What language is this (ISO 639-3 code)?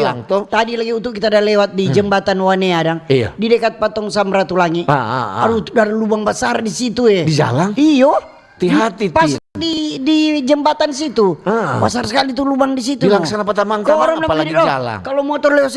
xmm